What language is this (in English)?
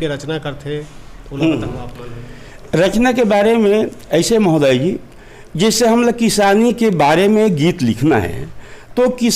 Chhattisgarhi